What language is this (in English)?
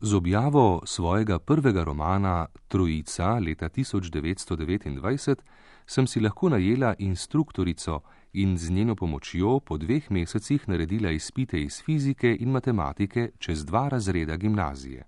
Slovenian